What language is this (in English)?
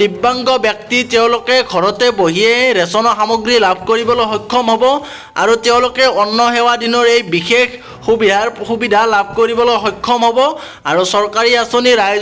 Assamese